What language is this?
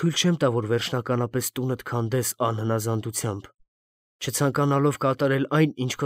Armenian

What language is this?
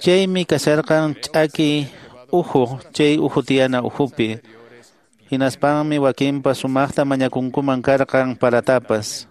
Quechua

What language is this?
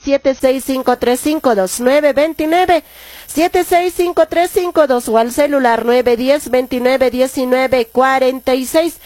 Quechua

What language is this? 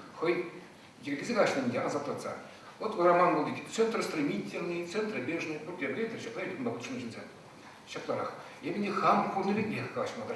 Chuvash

